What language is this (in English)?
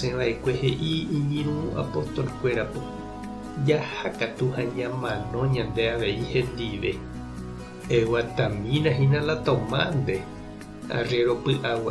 Guarani